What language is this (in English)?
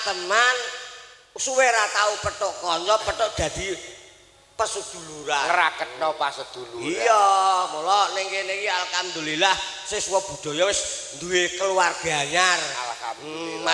Javanese